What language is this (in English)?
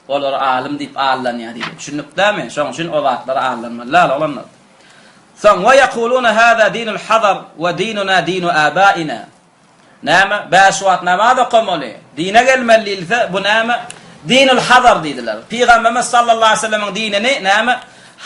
Turkmen